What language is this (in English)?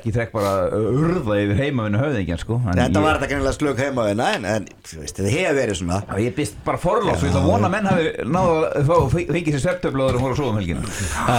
Icelandic